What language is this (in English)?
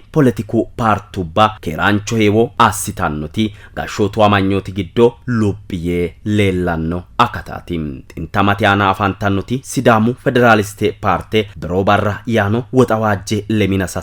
Sidamo